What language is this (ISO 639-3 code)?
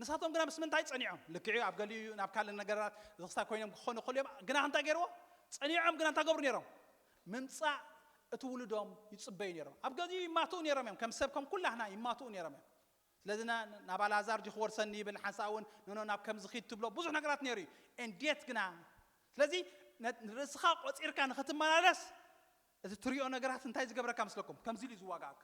tir